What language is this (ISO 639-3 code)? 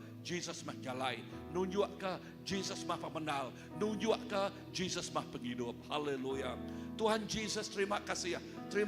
iba